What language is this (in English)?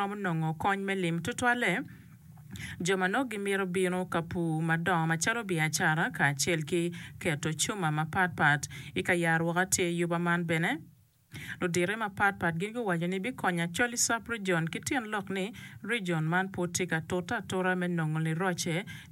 Acoli